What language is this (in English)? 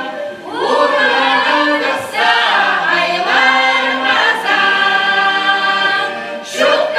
Chuvash